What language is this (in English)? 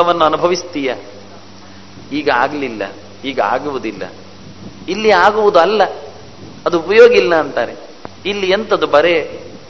Kannada